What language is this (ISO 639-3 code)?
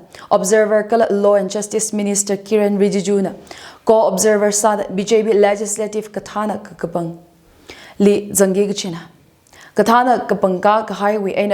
nmf